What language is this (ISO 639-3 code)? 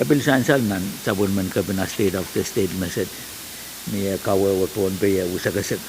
pon